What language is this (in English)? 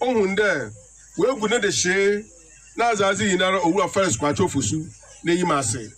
Akan